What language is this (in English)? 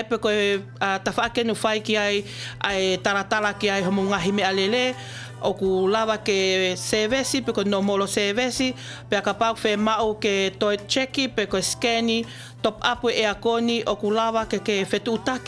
Tongan